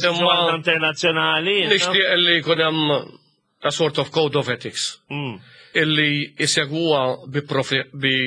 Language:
Maltese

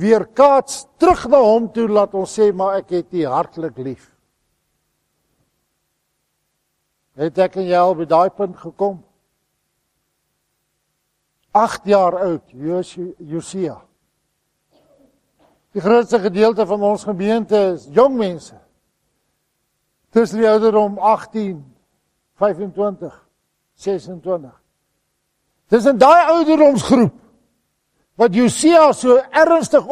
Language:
Afrikaans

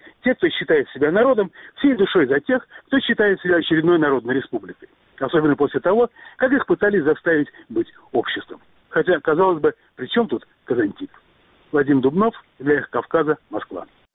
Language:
Russian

